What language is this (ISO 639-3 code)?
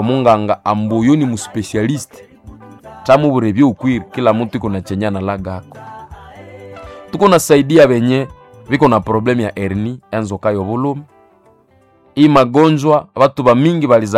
swa